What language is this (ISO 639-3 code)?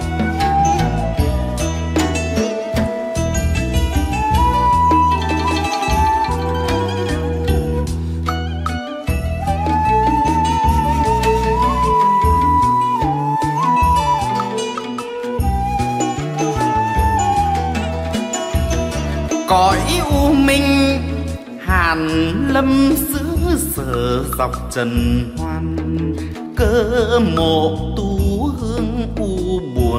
vie